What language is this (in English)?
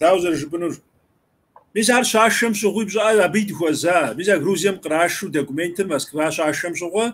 Kabardian